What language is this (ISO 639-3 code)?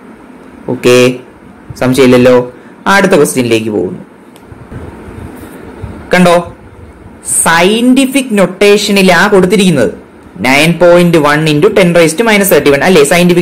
mal